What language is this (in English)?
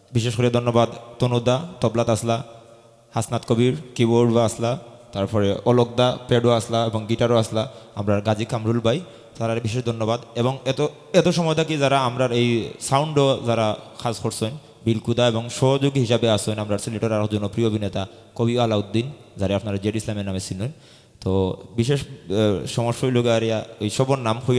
Sylheti